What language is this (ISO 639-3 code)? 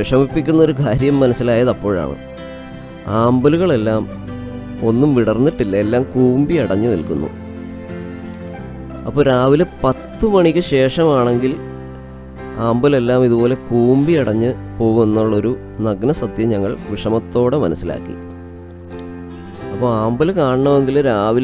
mal